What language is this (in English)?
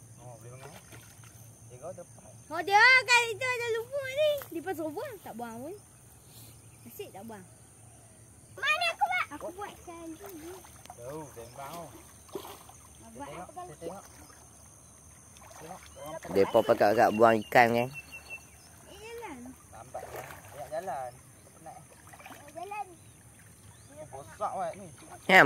Malay